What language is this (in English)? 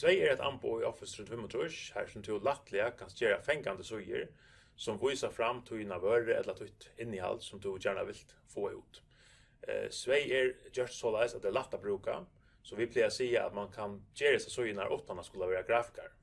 Faroese